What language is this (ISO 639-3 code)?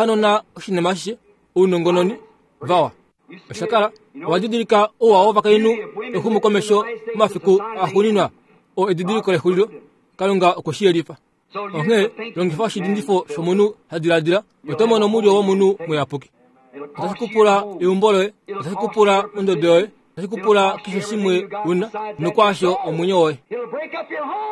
kua